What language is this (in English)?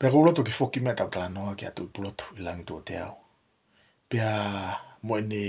Tongan